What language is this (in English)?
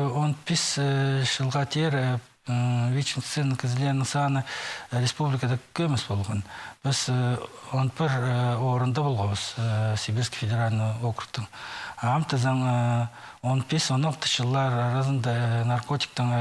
Khakas